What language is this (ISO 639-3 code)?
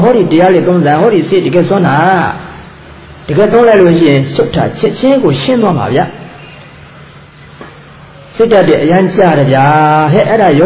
mya